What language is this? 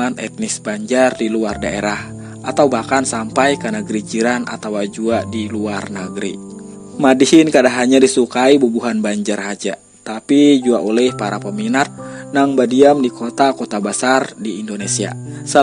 Banjar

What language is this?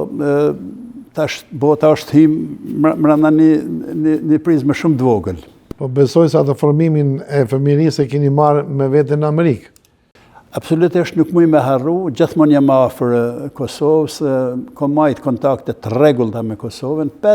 Albanian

